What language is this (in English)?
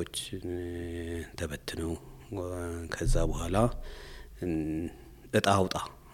Amharic